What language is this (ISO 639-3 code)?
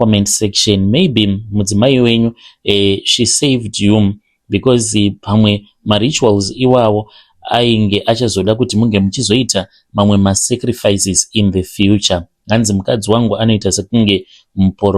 sna